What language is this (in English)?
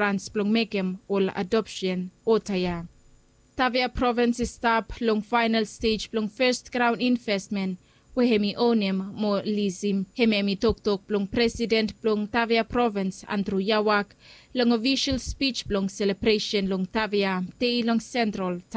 Bislama